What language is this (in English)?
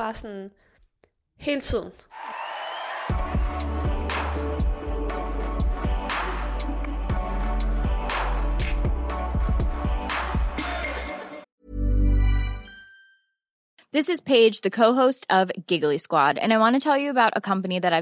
Danish